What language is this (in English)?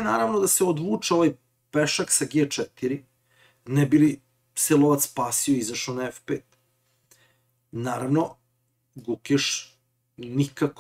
Serbian